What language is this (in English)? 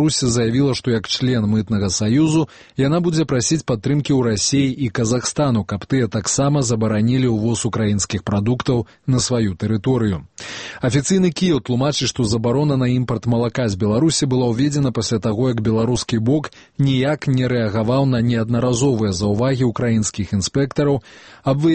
Belarusian